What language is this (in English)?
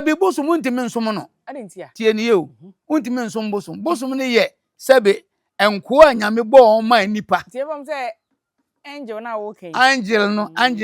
Akan